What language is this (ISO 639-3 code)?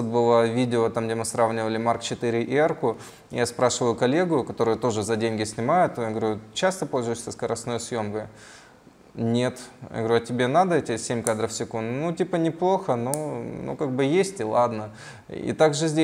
rus